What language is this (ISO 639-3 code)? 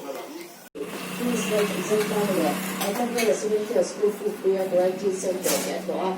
lus